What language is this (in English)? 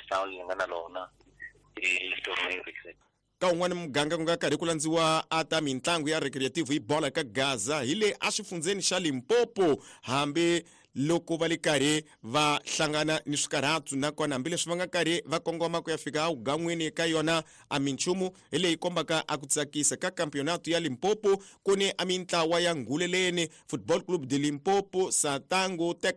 Tsonga